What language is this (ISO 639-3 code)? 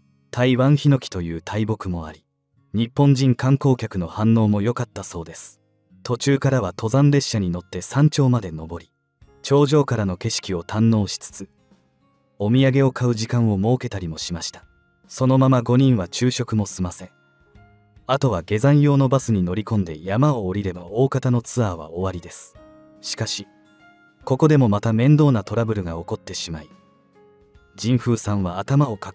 jpn